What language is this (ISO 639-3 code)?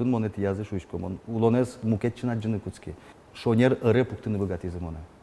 udm